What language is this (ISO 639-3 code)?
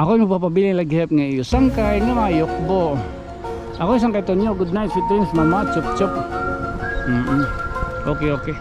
war